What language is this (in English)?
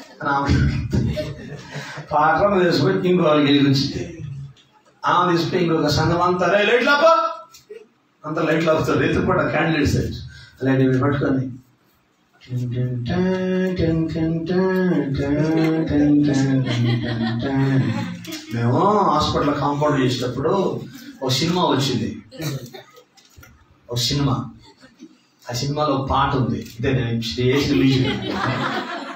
Telugu